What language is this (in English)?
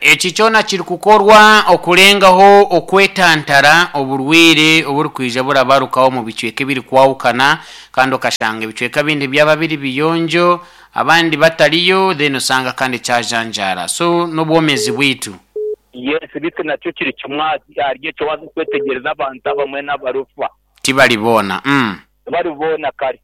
Nyankole